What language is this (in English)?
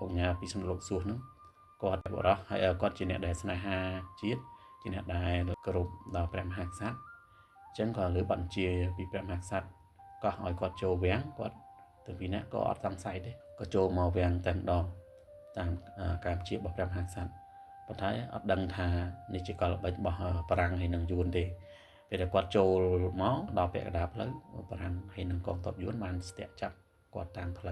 Khmer